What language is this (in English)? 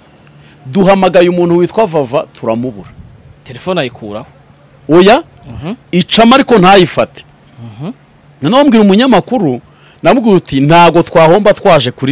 Kinyarwanda